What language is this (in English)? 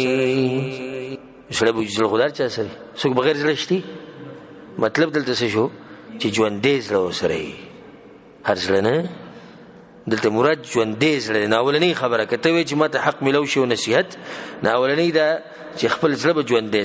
Pashto